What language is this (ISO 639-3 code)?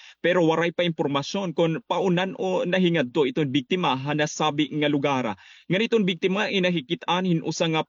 war